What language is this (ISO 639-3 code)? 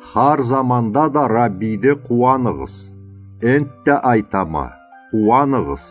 krc